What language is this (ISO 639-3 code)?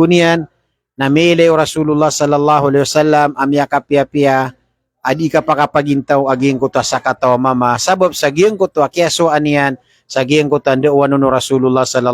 mrw